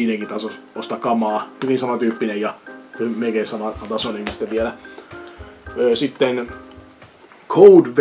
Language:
Finnish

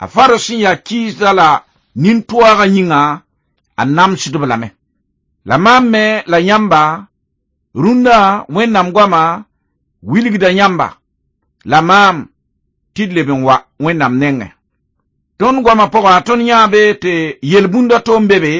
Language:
Mossi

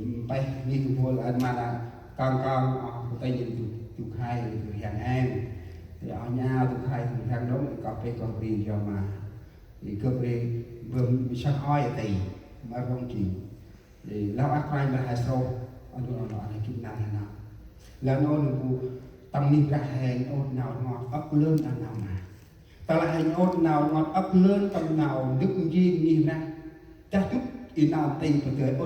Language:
Central Mnong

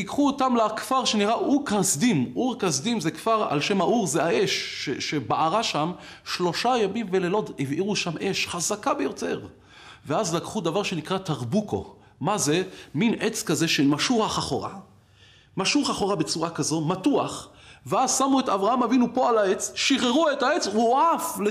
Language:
Hebrew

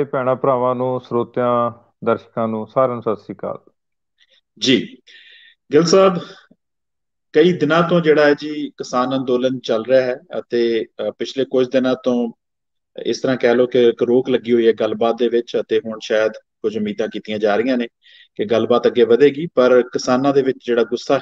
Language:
Punjabi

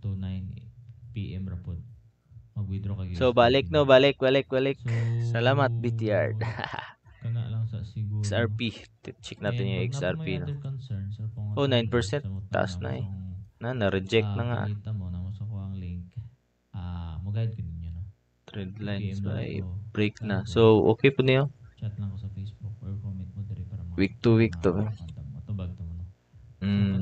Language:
Cebuano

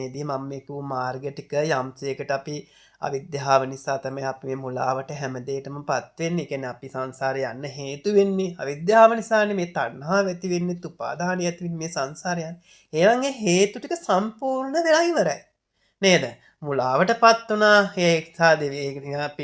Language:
Sinhala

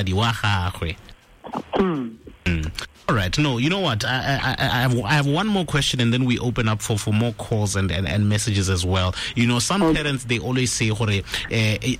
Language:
Tswana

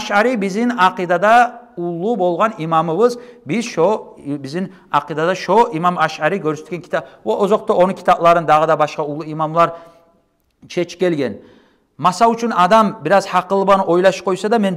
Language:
Kumyk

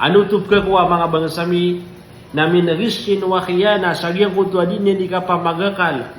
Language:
Maranao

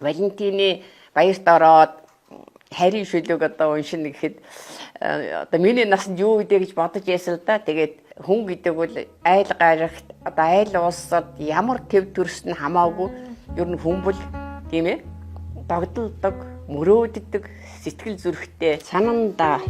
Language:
Mongolian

